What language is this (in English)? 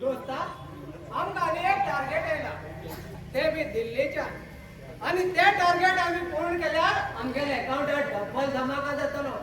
Konkani